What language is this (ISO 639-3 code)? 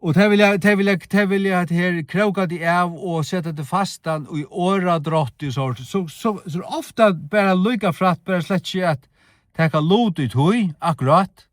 fao